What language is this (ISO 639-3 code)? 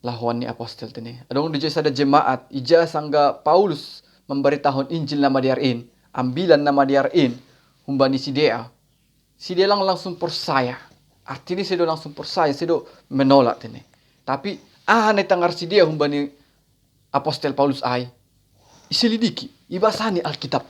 bts